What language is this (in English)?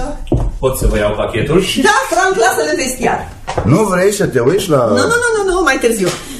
Romanian